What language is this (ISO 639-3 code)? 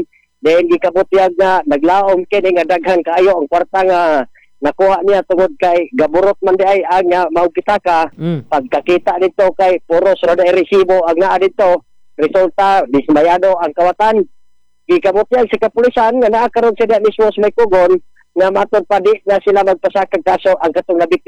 ceb